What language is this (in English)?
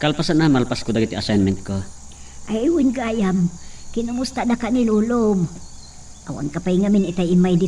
Iloko